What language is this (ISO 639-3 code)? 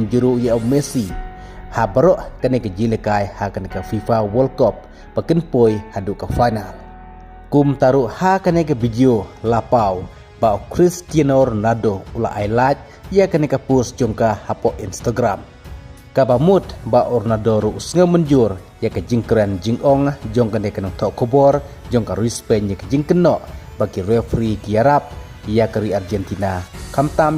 kha